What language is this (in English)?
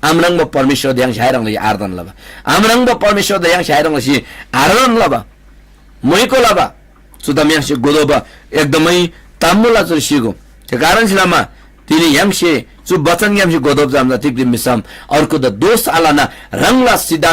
Eastern Tamang